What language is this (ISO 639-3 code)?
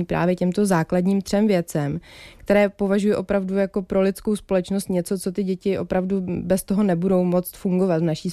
ces